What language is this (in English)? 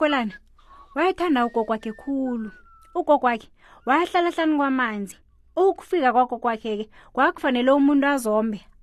South Ndebele